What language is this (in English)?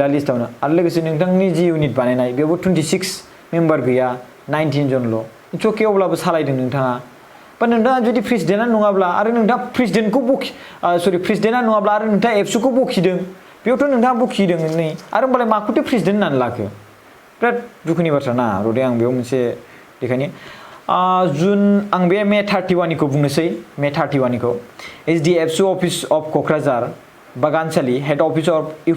Bodo